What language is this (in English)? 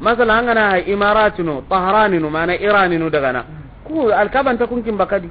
Soninke